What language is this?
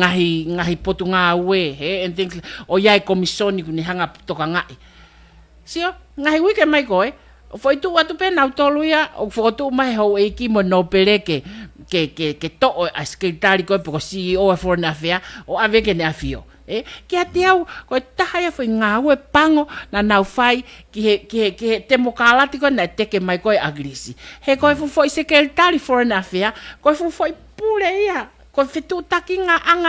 Tongan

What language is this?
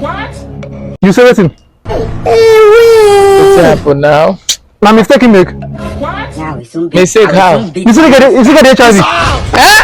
Nigerian Pidgin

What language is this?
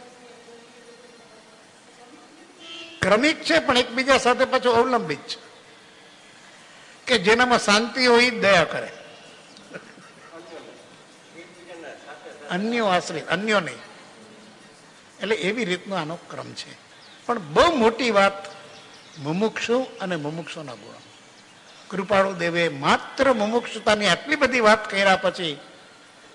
Gujarati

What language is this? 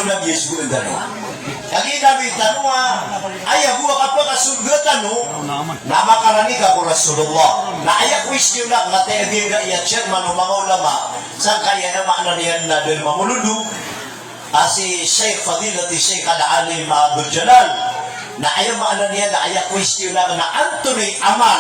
Maranao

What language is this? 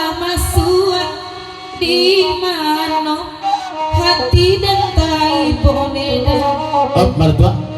Minangkabau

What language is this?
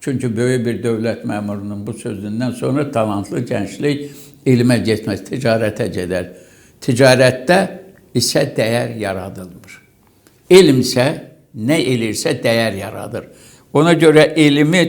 Azerbaijani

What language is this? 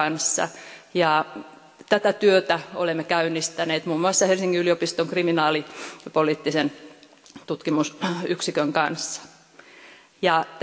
Finnish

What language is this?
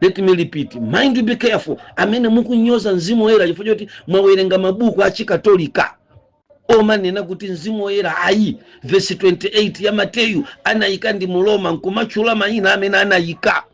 Nyanja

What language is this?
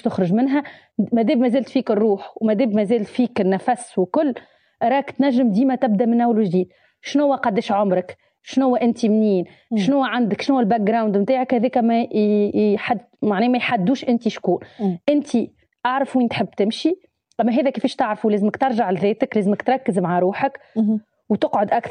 Tunisian Arabic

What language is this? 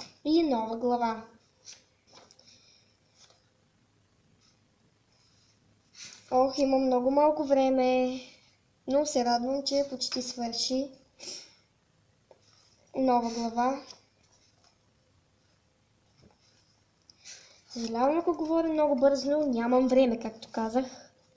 Bulgarian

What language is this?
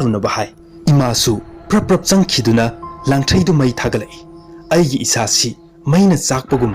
Manipuri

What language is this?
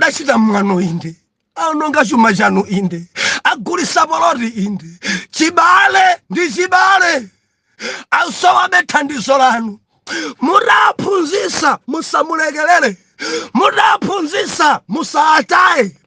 Nyanja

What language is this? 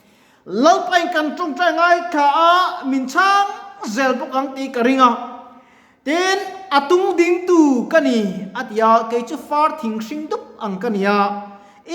Mizo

